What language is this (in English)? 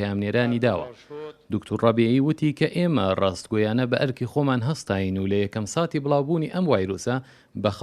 Central Kurdish